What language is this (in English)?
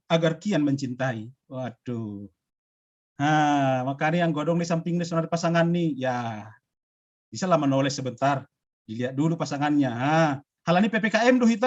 Batak Simalungun